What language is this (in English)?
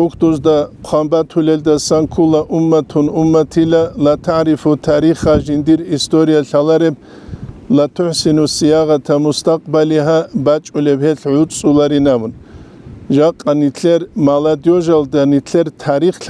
Avaric